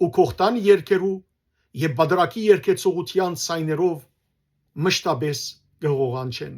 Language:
Western Armenian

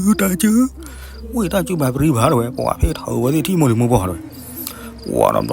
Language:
S'gaw Karen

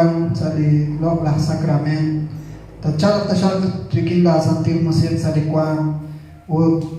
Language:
Kekchí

